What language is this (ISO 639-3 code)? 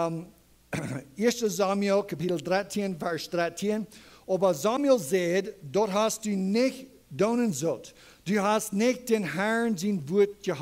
pdt